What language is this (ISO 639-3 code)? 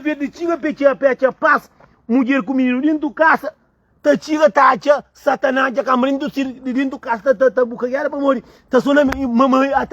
kea